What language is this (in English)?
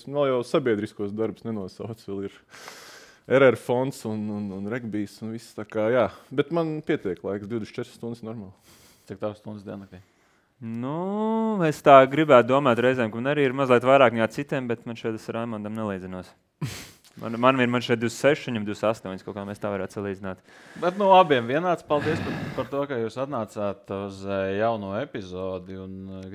Latvian